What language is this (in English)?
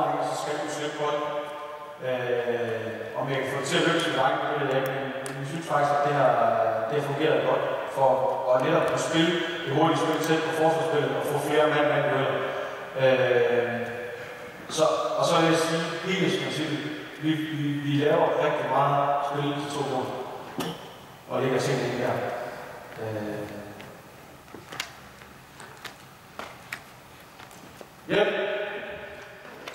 Danish